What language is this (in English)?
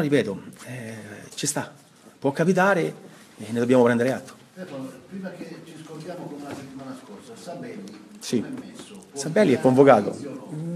Italian